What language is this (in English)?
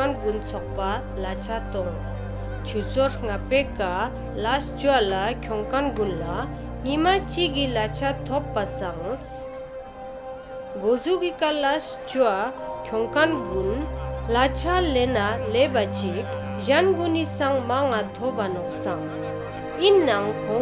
Ladakhi